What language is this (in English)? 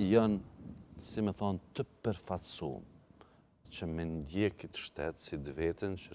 Albanian